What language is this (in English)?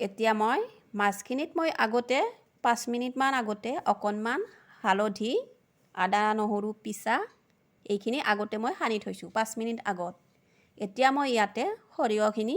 Assamese